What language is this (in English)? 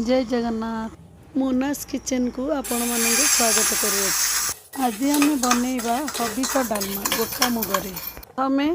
Odia